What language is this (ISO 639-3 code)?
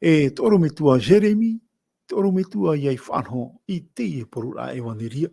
tah